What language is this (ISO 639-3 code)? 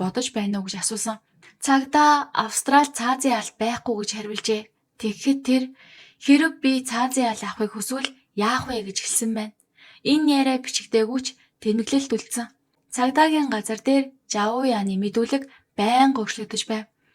mon